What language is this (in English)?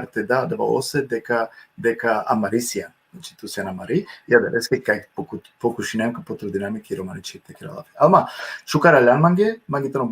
Balkan Romani